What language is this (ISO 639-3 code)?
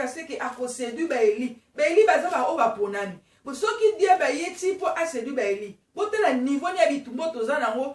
lin